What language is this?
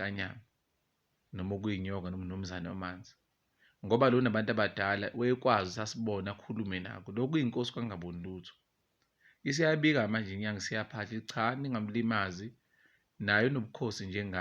Zulu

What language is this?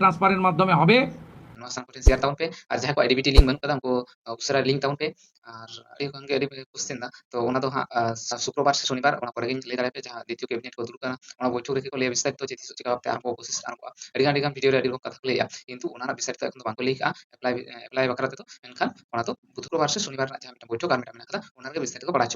Santali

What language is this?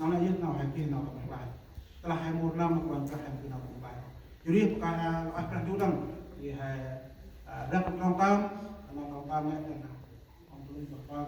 Central Mnong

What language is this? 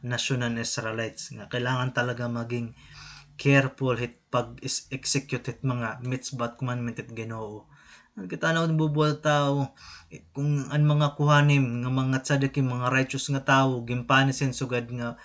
Waray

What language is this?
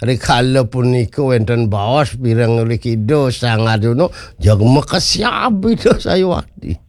Balinese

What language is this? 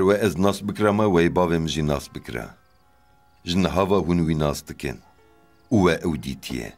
Kurdish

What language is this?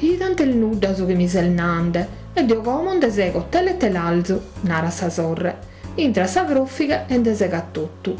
Sardinian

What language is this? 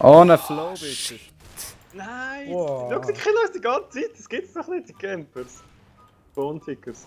Swiss German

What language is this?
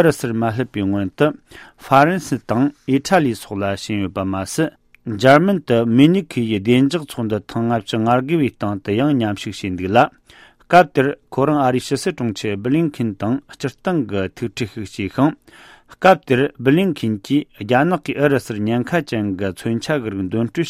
Tibetan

